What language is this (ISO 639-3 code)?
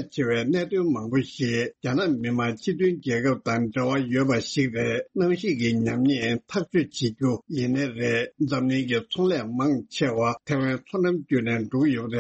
bod